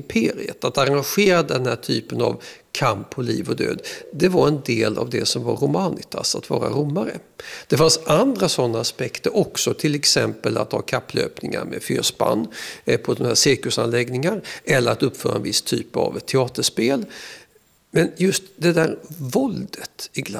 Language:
Swedish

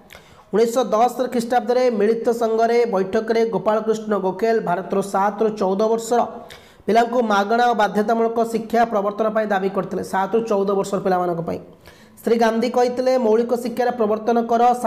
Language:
Odia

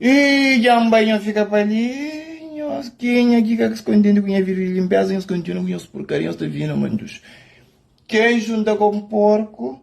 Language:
Kabuverdianu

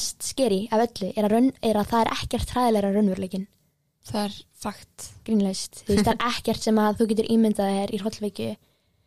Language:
Icelandic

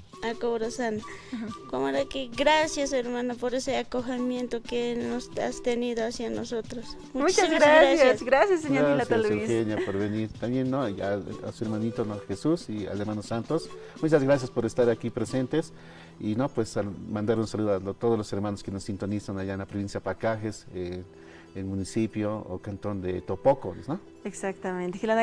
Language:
Aymara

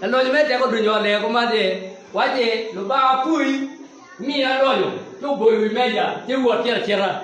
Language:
Acoli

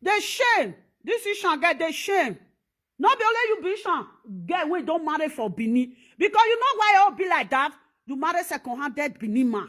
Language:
Nigerian Pidgin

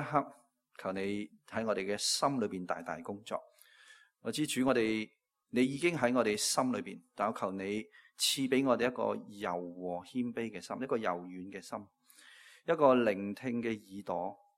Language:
Cantonese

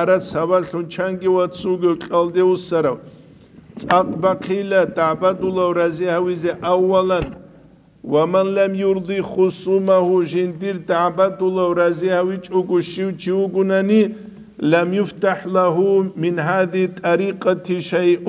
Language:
Avaric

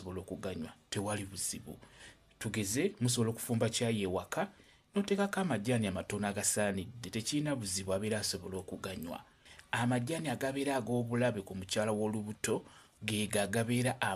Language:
Ganda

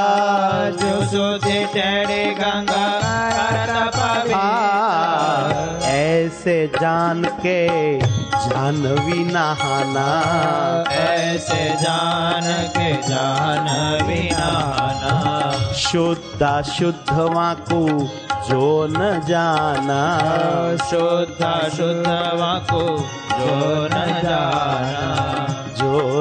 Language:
Gujarati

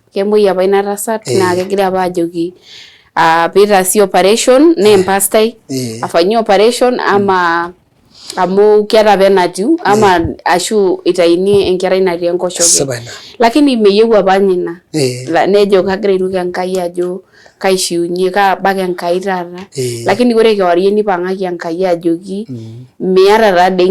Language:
Masai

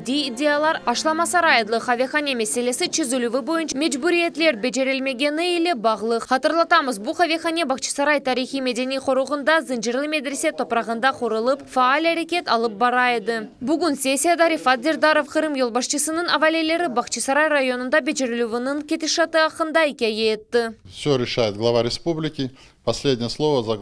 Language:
Crimean Tatar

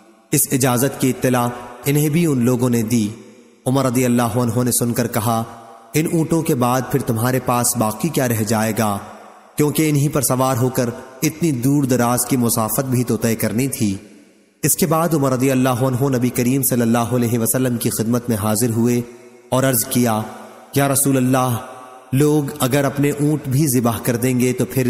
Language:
Urdu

